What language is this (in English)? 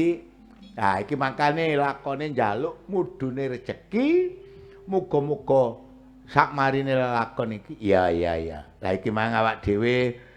Javanese